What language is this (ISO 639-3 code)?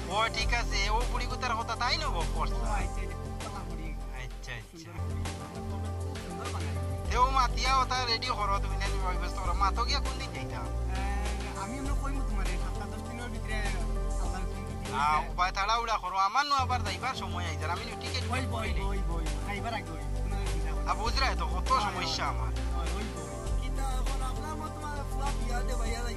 syl